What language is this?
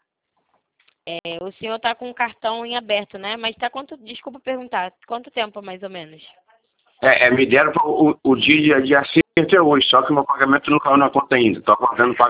Portuguese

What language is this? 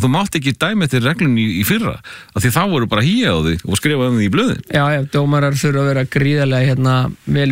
Icelandic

